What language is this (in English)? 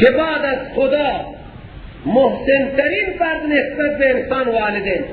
Persian